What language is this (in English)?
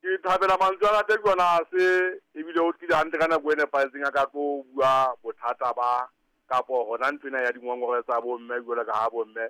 Southern Sotho